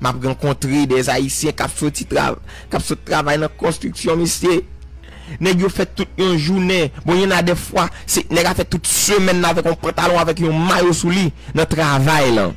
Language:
Haitian Creole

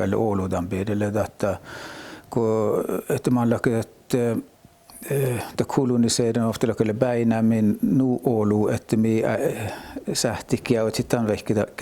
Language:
Northern Sami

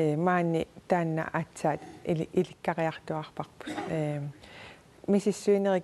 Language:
Kalaallisut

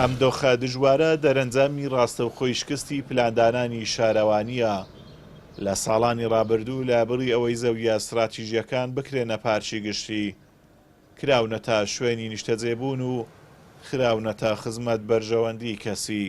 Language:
Central Kurdish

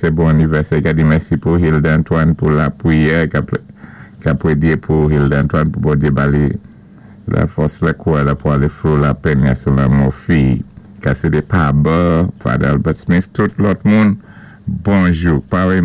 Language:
Saint Lucian Creole French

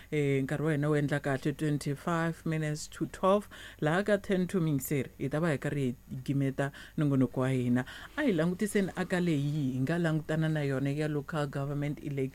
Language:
Tsonga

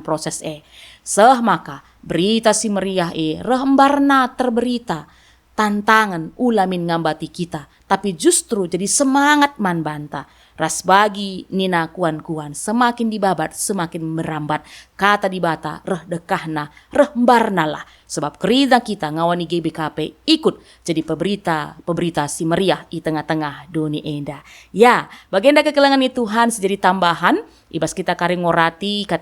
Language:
Batak Karo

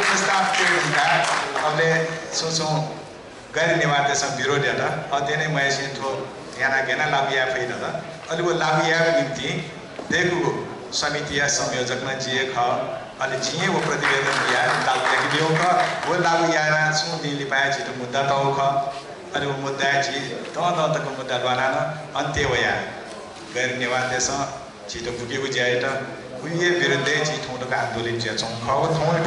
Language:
Newari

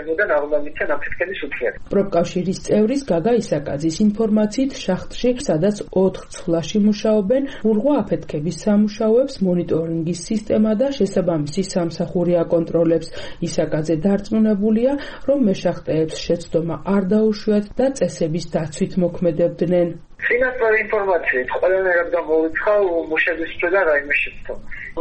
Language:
Georgian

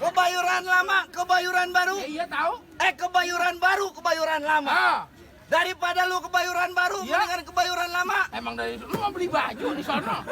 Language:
Betawi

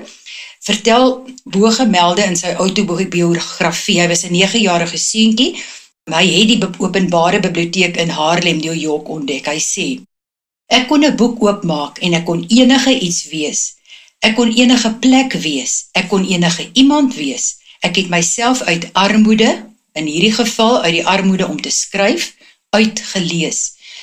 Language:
Afrikaans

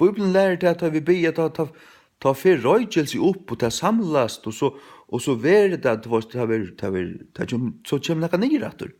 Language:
Faroese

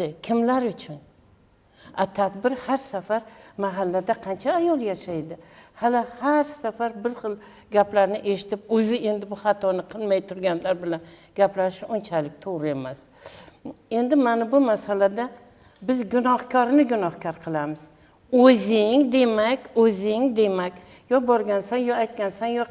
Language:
Uzbek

